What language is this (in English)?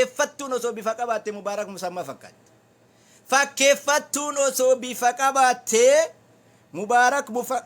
Oromo